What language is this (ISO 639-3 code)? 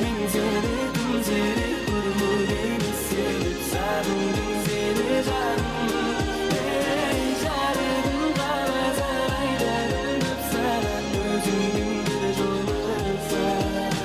kaa